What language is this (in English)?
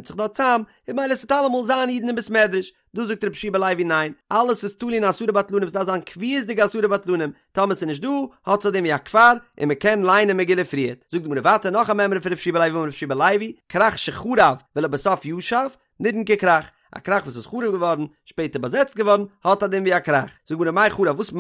Yiddish